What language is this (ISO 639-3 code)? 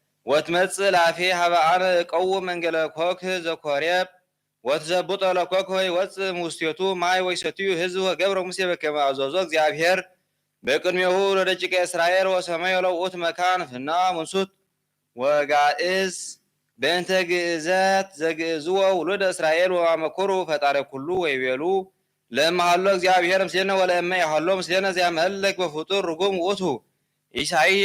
gez